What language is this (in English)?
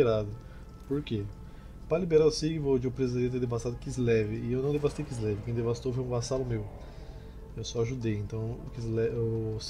Portuguese